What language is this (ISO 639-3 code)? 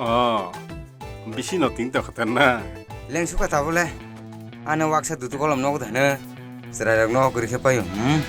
trp